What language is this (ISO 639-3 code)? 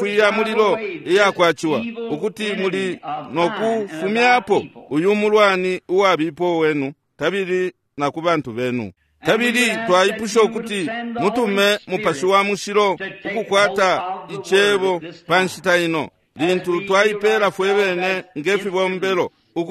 bem